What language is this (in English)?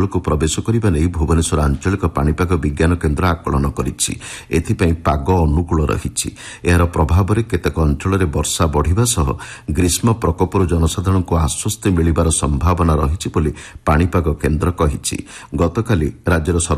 Odia